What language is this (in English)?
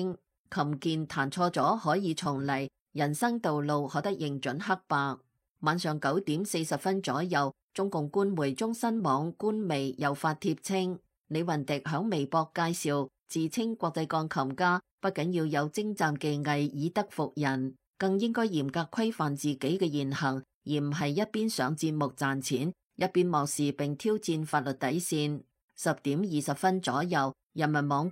Cantonese